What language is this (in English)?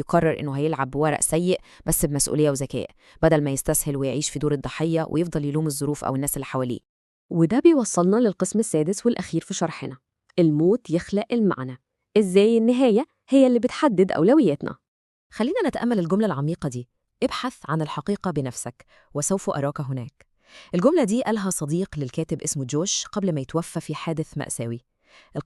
Egyptian Arabic